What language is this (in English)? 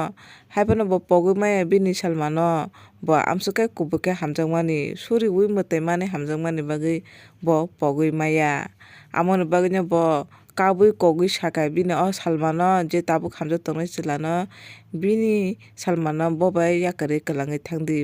Kok Borok